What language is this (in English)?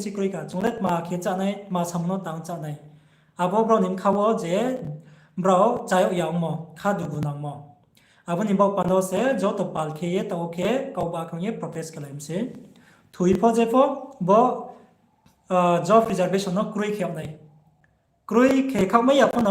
Riang (India)